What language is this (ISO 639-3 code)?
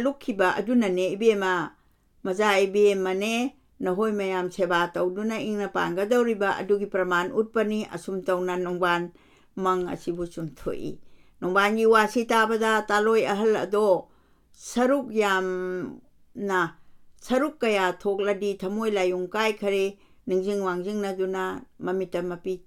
mni